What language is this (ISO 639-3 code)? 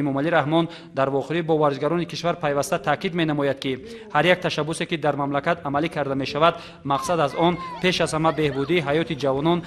tgk